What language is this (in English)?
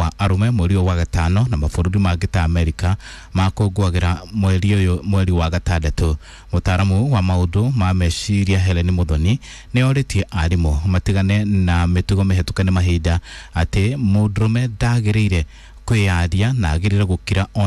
Kikuyu